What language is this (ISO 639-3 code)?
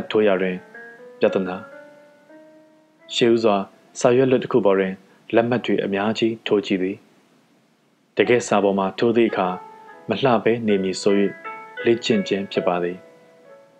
mya